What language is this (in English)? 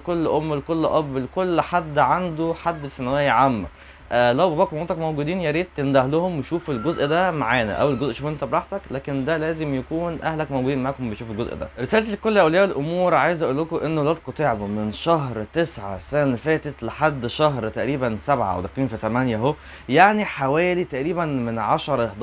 Egyptian Arabic